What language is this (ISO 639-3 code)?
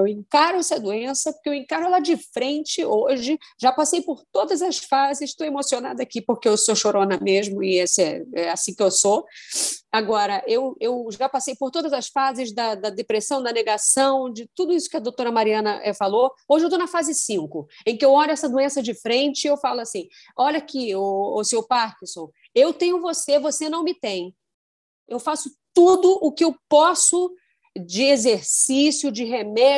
por